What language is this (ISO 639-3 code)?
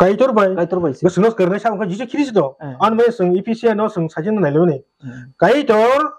trp